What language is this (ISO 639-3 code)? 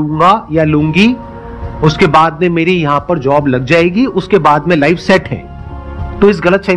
hin